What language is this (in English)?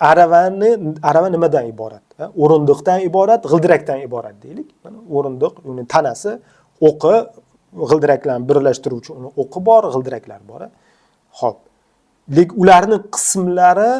Uzbek